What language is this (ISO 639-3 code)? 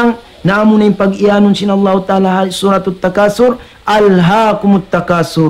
tsg